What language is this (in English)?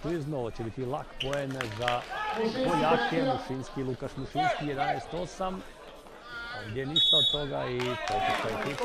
Croatian